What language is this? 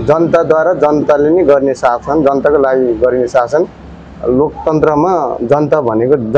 Nepali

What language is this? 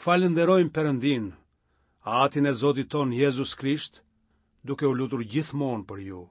Albanian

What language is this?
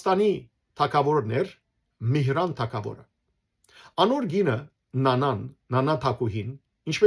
Western Armenian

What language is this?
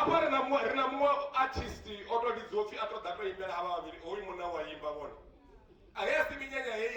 Venda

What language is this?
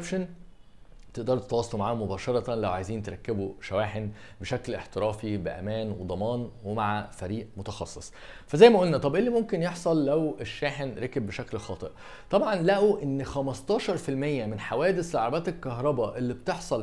Egyptian Arabic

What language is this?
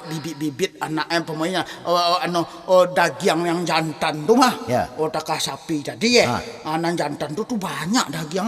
Minangkabau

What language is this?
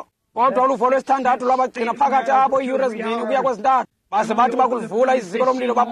Xhosa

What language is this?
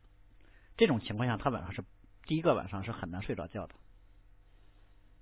Chinese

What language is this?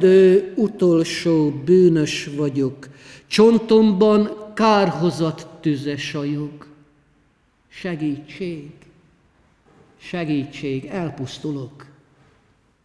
Hungarian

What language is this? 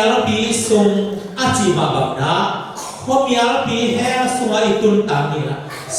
Tedim Chin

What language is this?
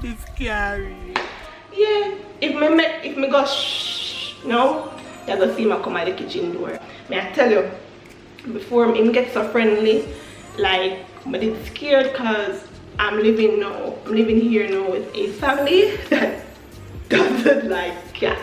Jamaican Creole English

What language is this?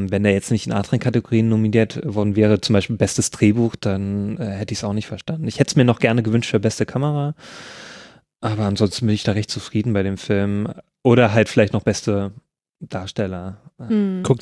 German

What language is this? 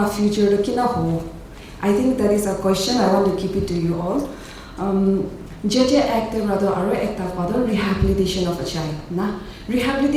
Naga Pidgin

